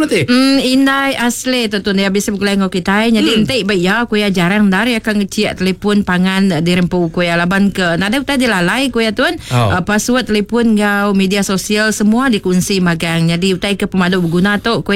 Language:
Iban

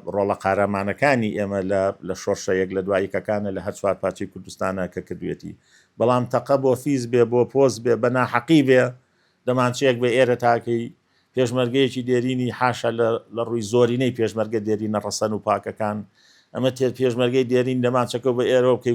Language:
Central Kurdish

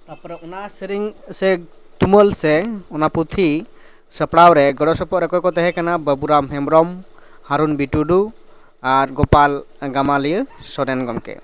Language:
Santali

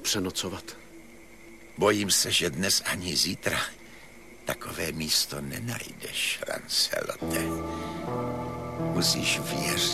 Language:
Czech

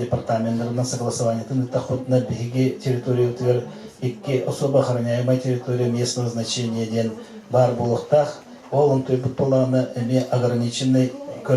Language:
Yakut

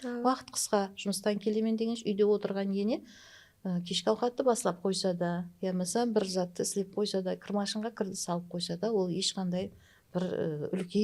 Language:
Kara-Kalpak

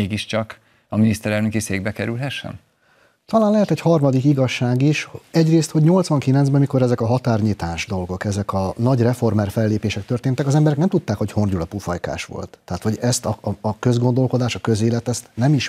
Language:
Hungarian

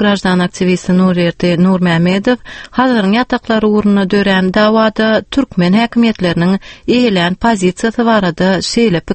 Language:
Turkmen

